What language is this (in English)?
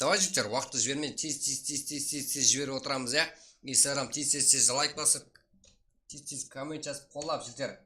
Kara-Kalpak